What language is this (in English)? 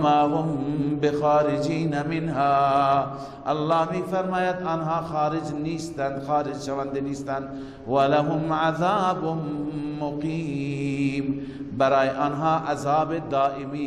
Persian